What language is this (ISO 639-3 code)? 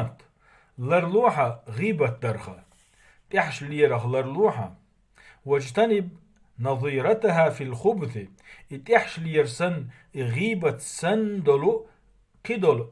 che